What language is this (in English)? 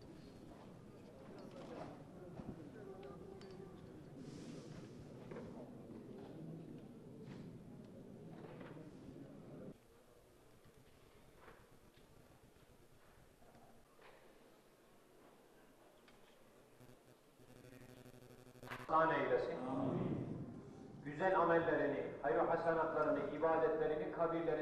Turkish